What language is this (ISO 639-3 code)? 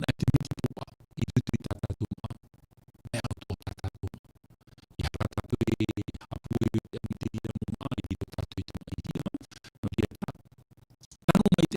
tah